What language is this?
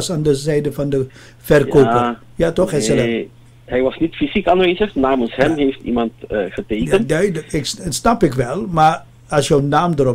Dutch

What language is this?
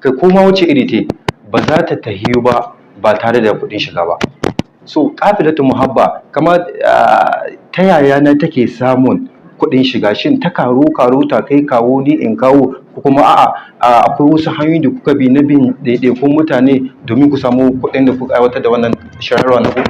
Hausa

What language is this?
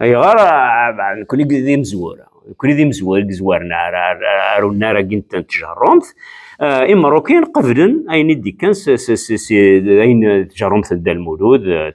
Kabyle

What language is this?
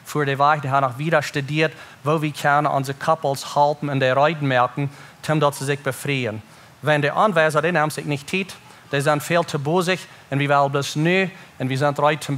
Plautdietsch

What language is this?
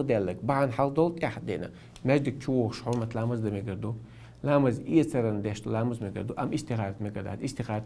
Chechen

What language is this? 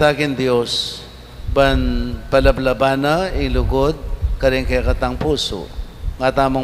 Pampanga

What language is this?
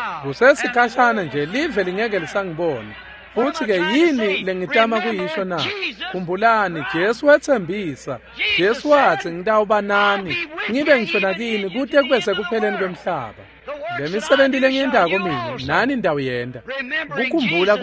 Swati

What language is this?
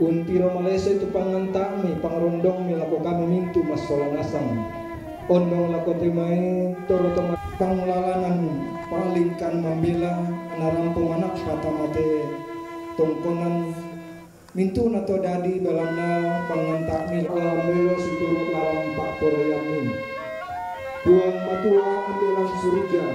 Toraja-Sa'dan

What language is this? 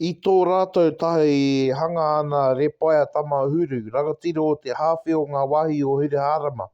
Māori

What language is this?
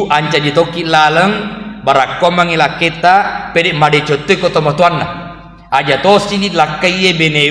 Buginese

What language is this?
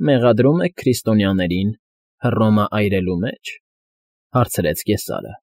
Armenian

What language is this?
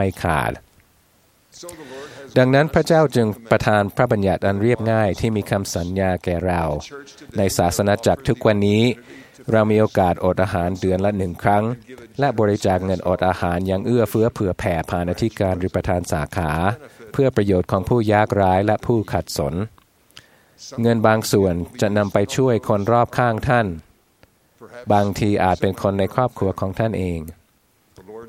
Thai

